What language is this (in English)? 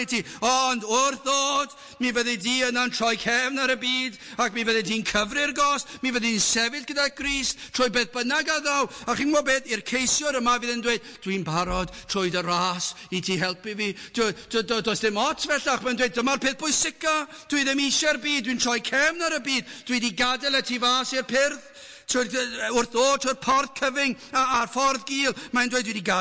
Welsh